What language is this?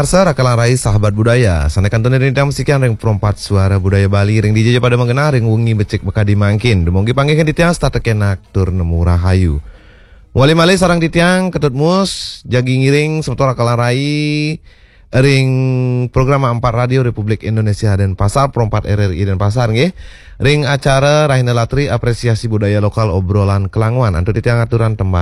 Balinese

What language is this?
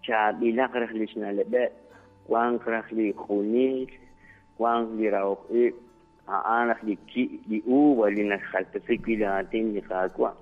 Kekchí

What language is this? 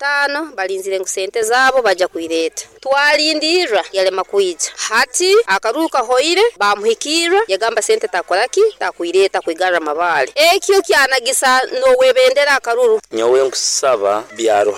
Nyoro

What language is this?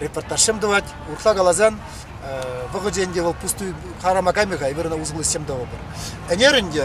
Chuvash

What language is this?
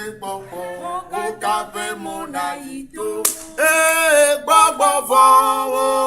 Ewe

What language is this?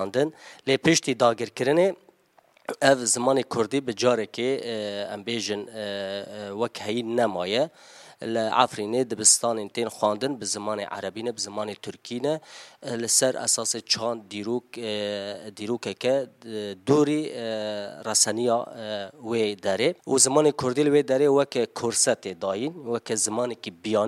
Kurdish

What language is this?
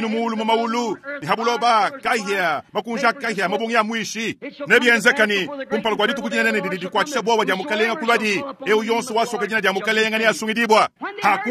Luba-Lulua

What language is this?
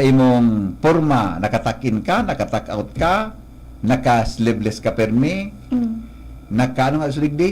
Bikol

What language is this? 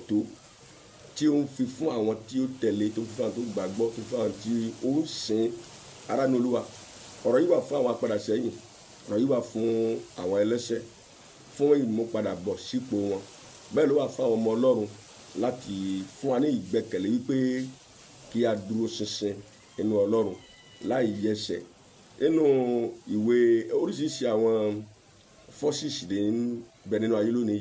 Yoruba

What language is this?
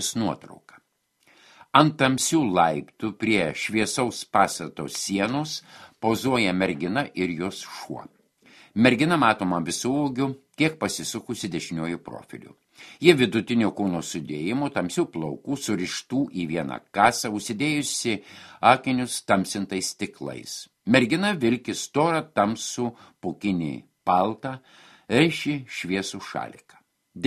Lithuanian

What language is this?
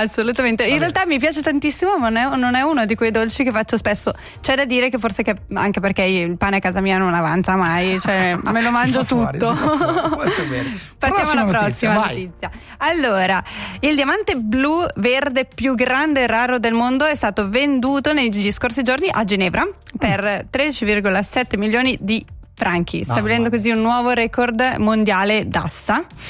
Italian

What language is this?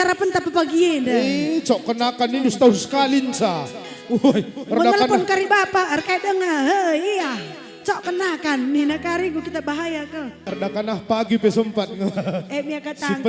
Batak Karo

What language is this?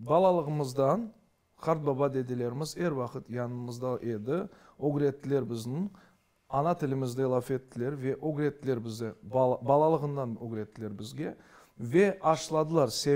Crimean Tatar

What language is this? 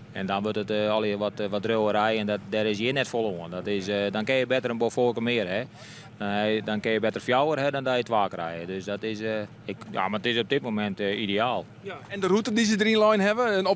Western Frisian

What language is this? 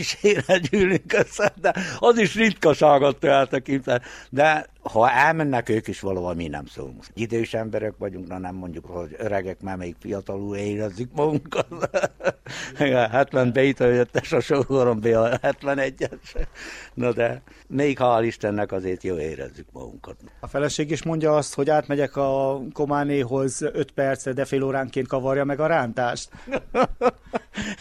Hungarian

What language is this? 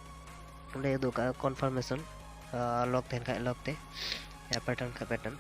Santali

